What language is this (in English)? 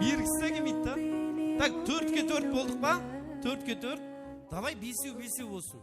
Kara-Kalpak